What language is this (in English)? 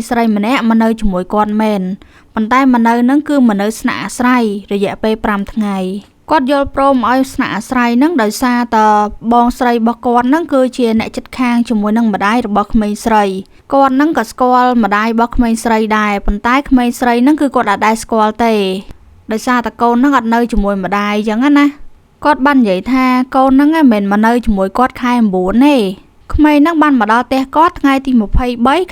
Khmer